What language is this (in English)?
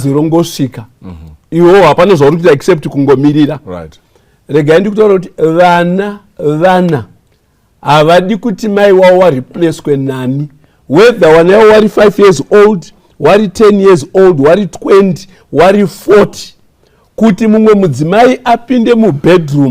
Shona